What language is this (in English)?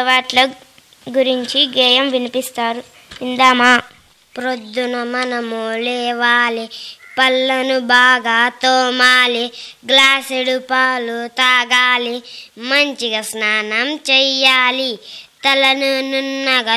Telugu